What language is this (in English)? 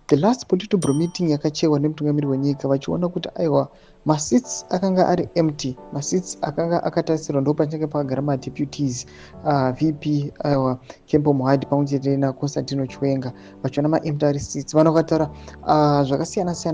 Shona